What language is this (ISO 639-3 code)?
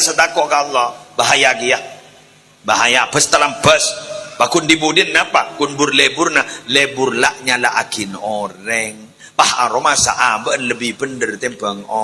mad